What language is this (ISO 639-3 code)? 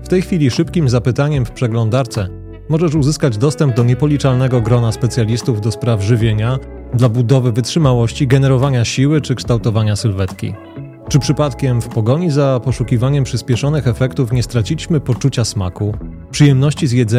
pol